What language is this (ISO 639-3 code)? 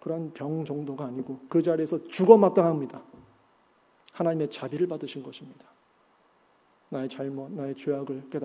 kor